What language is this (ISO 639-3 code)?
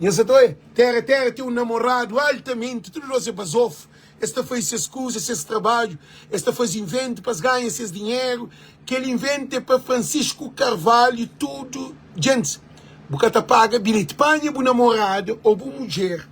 kea